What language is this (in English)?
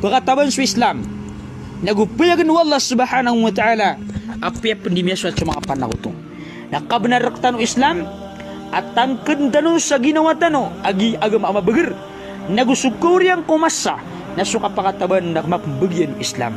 Maranao